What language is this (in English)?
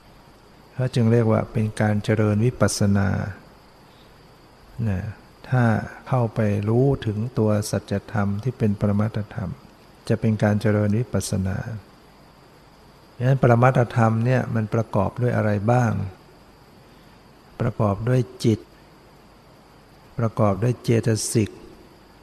Thai